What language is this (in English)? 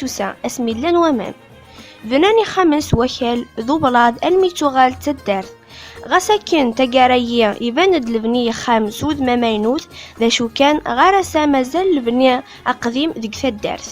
Kabyle